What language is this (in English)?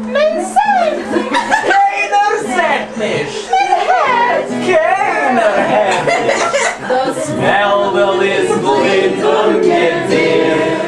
Yiddish